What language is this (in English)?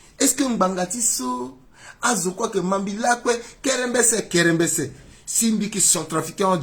Sango